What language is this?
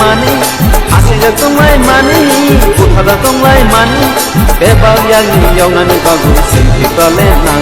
Kok Borok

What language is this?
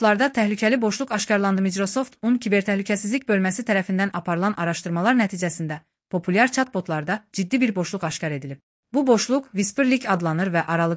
Azerbaijani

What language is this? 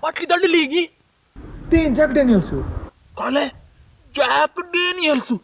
Konkani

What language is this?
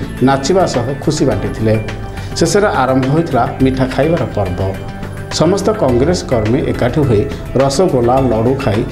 Odia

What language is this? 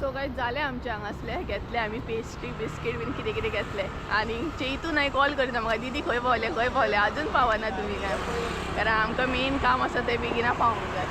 Konkani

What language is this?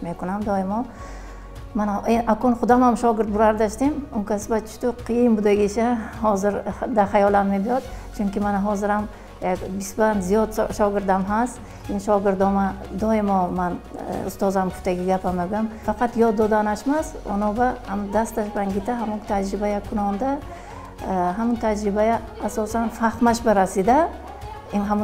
Tajik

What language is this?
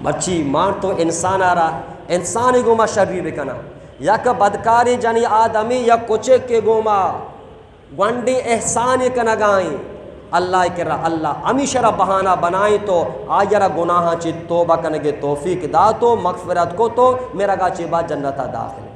Eastern Balochi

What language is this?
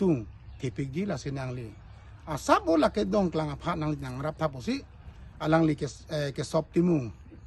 Karbi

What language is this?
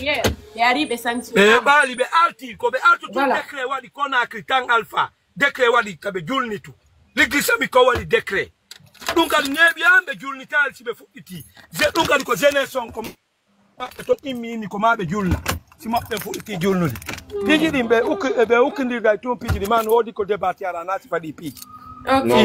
Fula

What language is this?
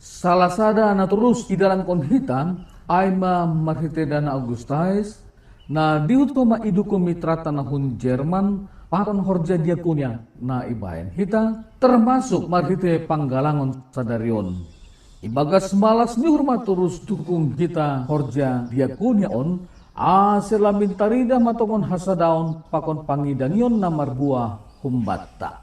Batak Simalungun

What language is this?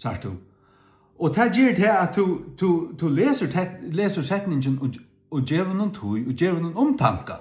Faroese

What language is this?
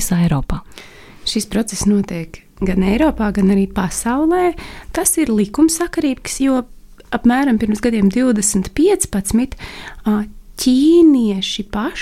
Latvian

